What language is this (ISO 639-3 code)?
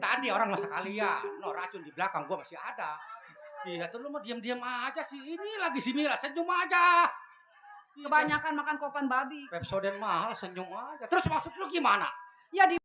bew